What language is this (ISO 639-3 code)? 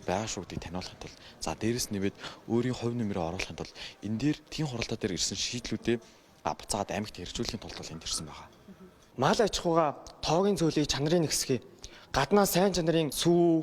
mon